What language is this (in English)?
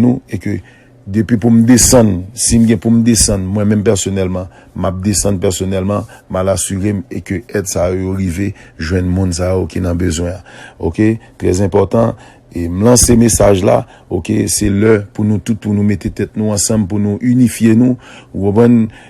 Haitian Creole